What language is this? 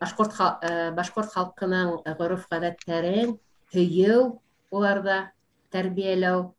Bashkir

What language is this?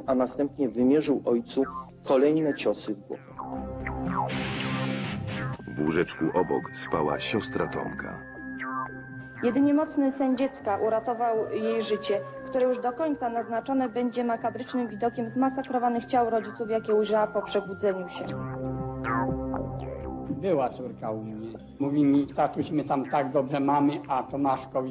Polish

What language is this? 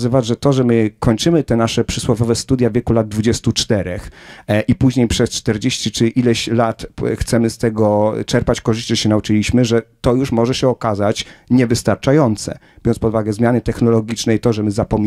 Polish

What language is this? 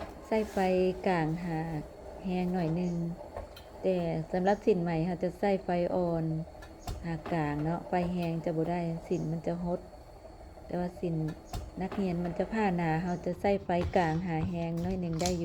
Lao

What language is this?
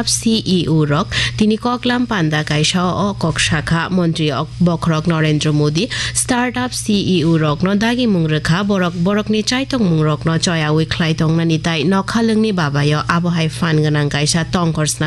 Kok Borok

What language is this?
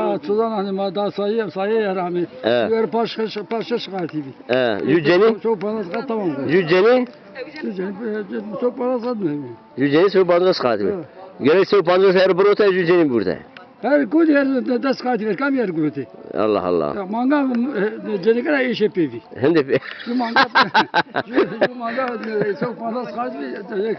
Zaza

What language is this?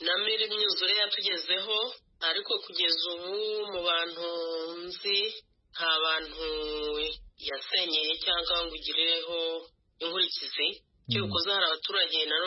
Kinyarwanda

